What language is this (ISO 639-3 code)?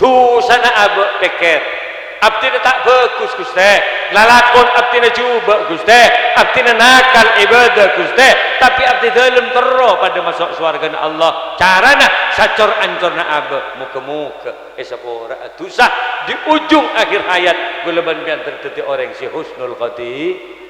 mad